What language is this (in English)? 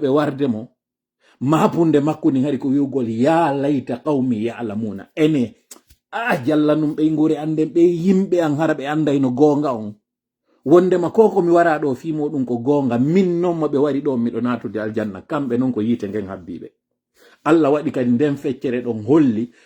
Pular